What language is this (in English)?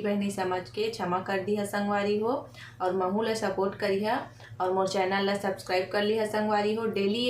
Chhattisgarhi